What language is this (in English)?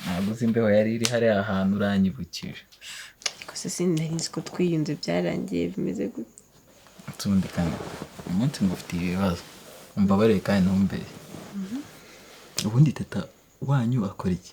Kinyarwanda